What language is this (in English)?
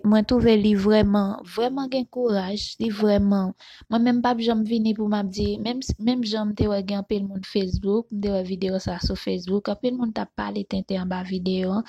Haitian Creole